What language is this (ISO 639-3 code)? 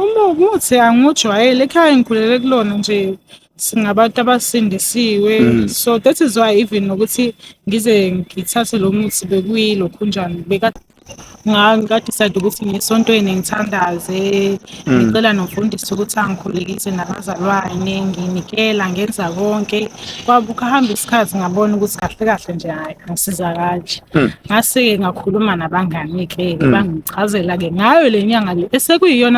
zul